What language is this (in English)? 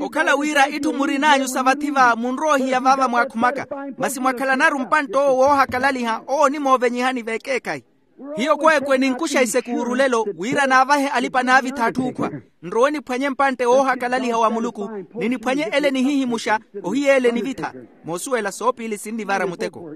Makhuwa